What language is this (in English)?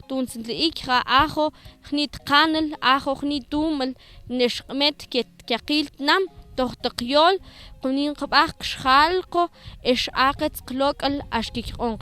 Mam